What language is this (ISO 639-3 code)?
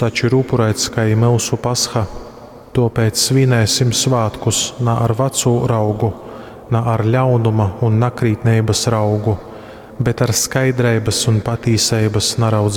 ltg